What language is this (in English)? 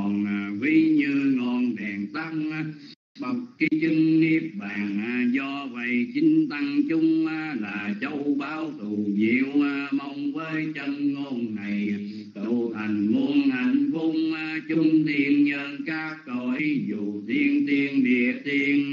Vietnamese